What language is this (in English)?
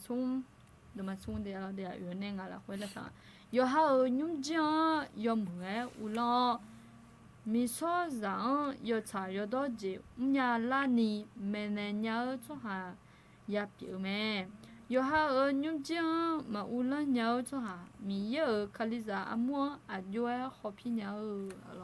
Akha